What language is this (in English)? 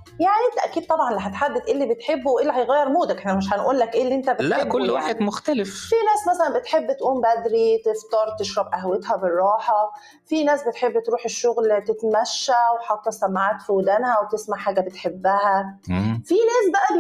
Egyptian Arabic